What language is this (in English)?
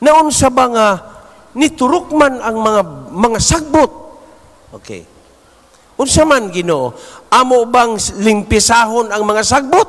Cebuano